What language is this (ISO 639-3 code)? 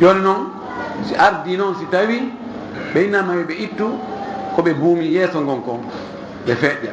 ful